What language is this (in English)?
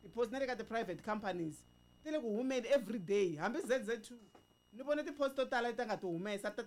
Tsonga